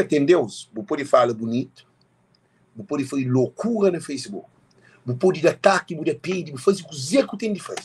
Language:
Kabuverdianu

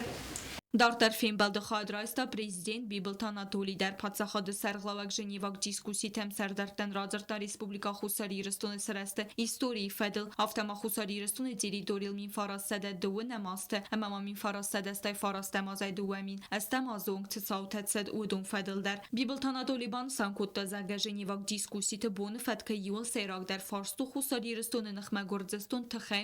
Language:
Ossetic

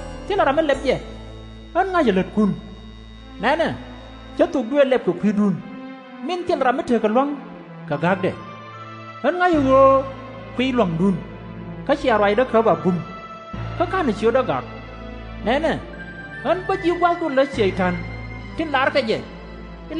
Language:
Nuer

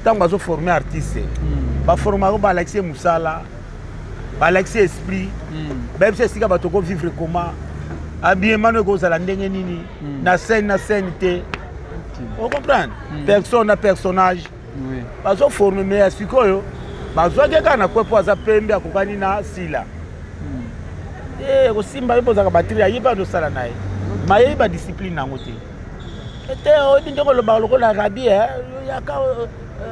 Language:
Lingala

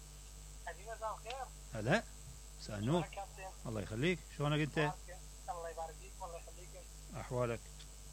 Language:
Mesopotamian Arabic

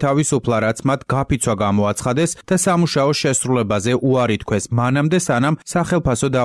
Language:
Georgian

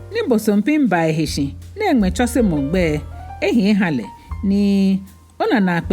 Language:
Ga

